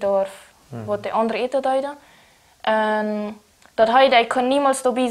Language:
German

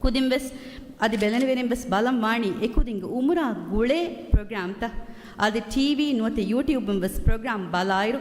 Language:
Divehi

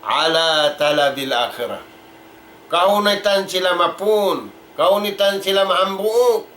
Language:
Tausug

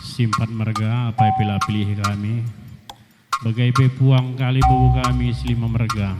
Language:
Batak Karo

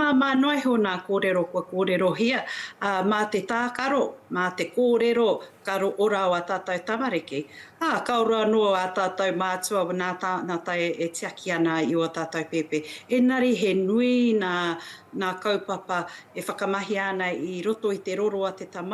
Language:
Māori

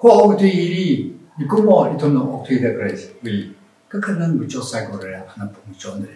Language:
Tangkhul Naga (India)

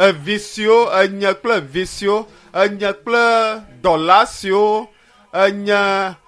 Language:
Ewe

